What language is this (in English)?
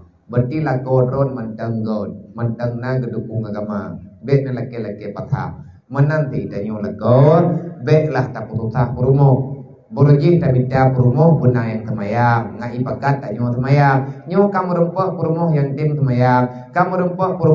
Achinese